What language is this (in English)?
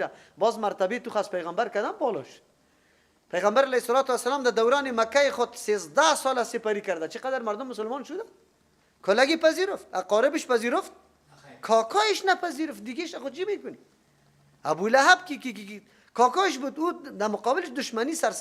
Persian